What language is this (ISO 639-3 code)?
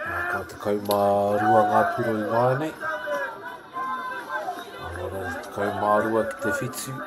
mri